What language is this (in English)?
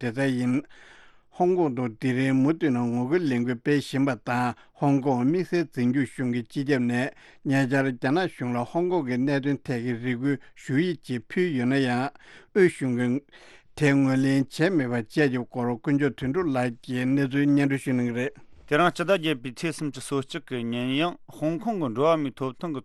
Tibetan